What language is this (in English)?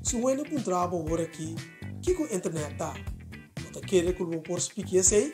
Papiamento